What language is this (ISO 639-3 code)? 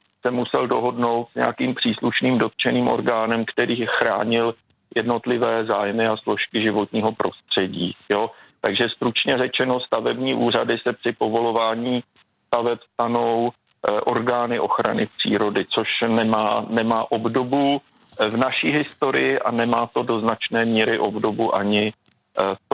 ces